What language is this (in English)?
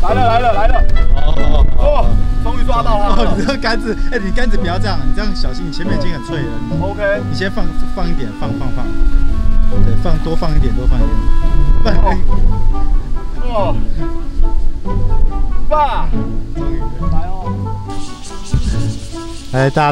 Chinese